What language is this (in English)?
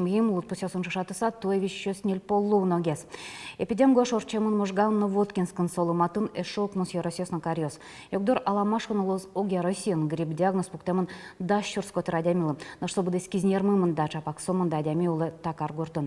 Udmurt